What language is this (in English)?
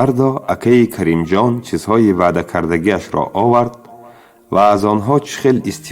Tajik